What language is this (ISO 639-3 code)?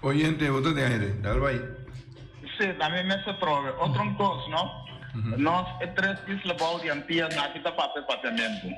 pap